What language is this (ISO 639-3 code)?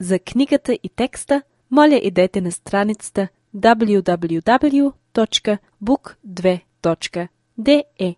bul